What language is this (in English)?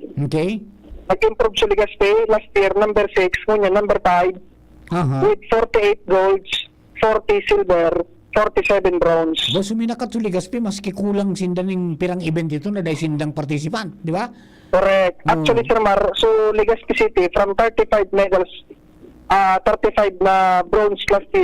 Bikol